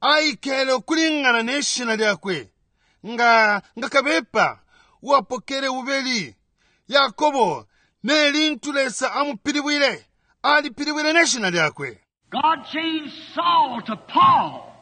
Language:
Bemba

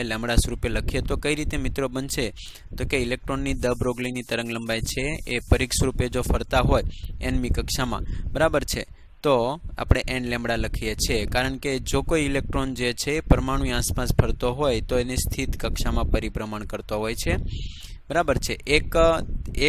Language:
Gujarati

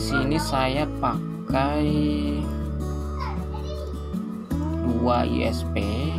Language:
Indonesian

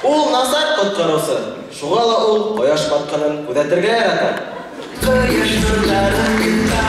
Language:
Bashkir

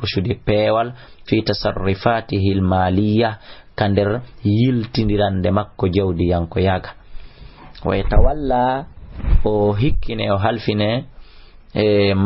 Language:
Fula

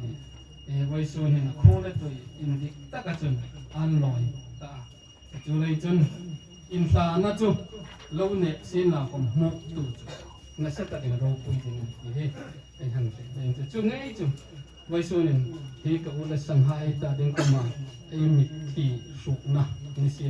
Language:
Hmar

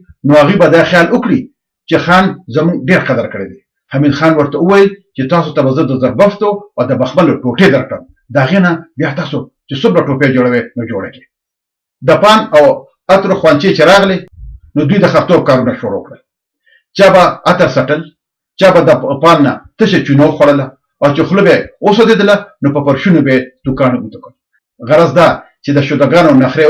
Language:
Pashto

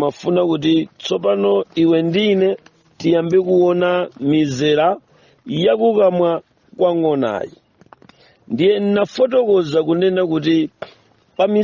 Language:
Nyanja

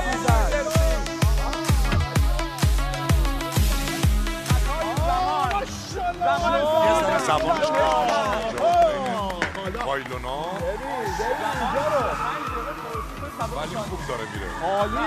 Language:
Persian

